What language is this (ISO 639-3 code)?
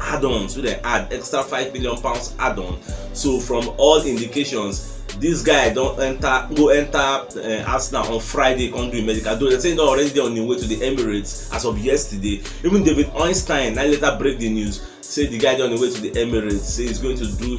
pcm